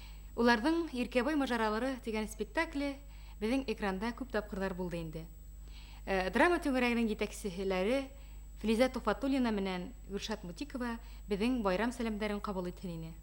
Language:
Bashkir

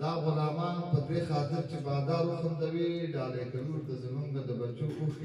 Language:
Pashto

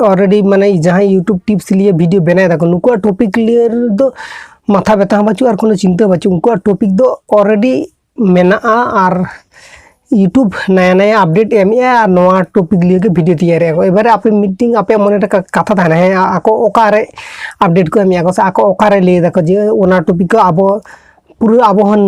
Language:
Santali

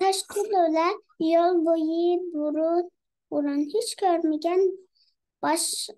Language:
Uyghur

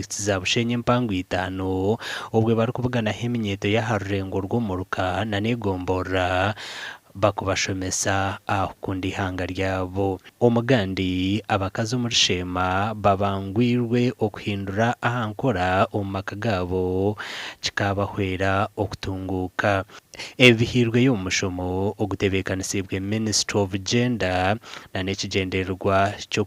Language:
Nyankole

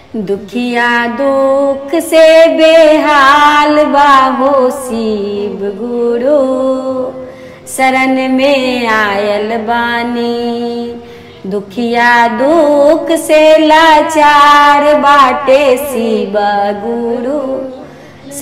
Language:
Bhojpuri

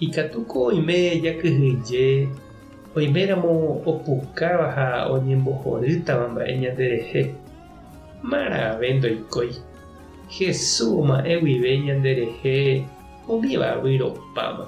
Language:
Guarani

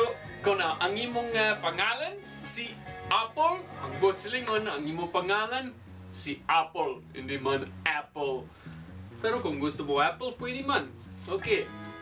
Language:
Hiligaynon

